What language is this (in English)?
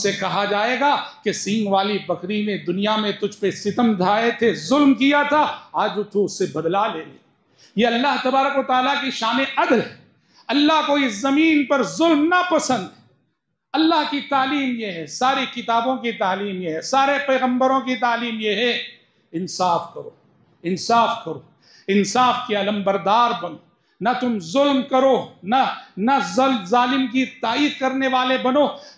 Urdu